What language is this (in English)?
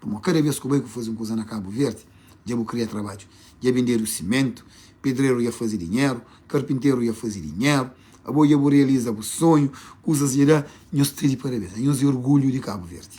Kabuverdianu